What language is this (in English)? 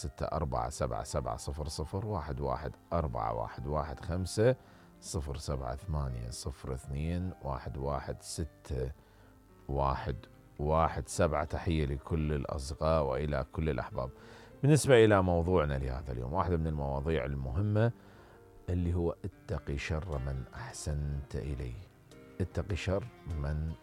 Mesopotamian Arabic